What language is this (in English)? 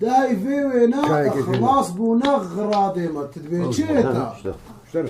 Kurdish